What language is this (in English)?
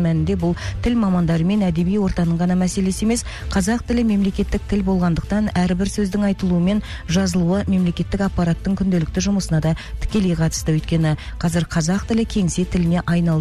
Kazakh